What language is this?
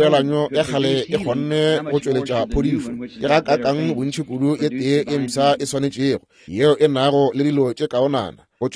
Northern Sotho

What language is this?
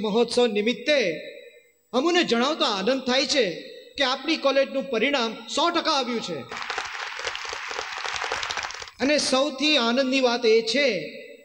Gujarati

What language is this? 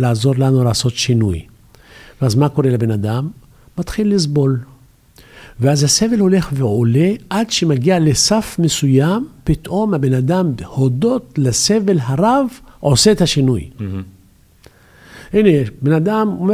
Hebrew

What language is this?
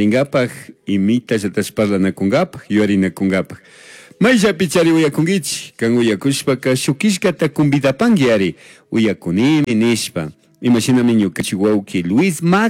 Chimborazo Highland Quichua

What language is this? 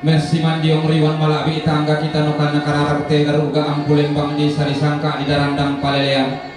Toraja-Sa'dan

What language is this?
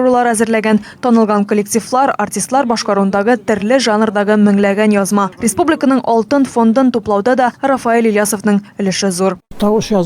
Tatar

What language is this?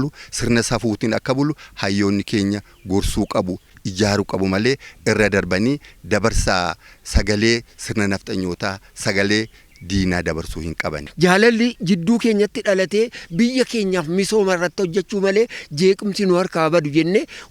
Oromo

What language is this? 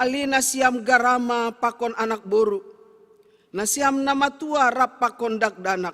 Batak Simalungun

